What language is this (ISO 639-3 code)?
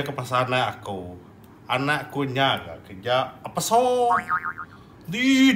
iba